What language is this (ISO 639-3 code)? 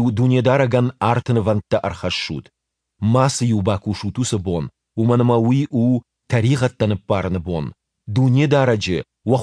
oss